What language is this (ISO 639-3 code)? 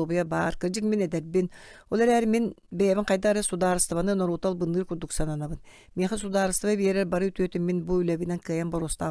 sah